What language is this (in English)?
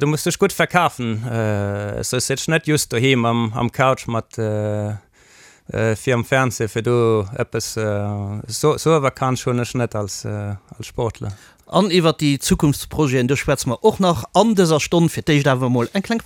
Luxembourgish